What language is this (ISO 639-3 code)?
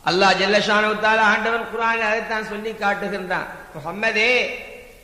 tam